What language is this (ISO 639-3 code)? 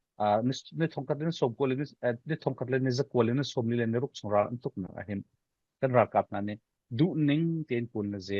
cfm